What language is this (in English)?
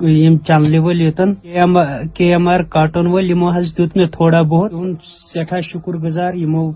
Kashmiri